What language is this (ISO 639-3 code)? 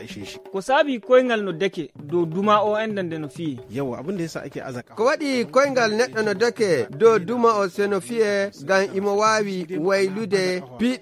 fuv